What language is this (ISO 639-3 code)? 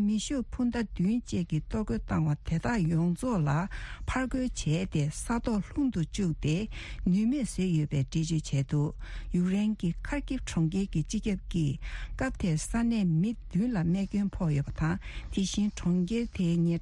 bod